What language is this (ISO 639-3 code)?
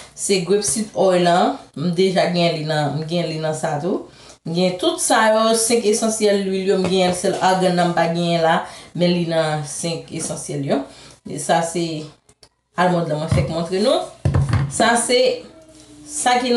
hat